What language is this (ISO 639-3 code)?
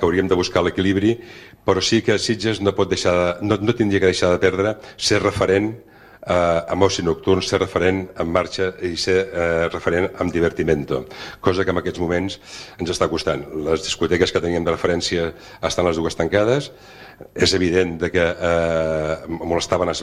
cat